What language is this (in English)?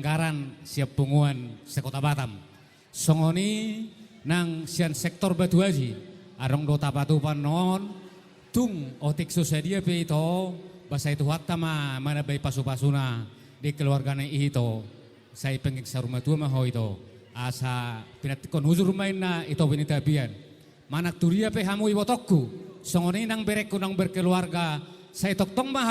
Batak Toba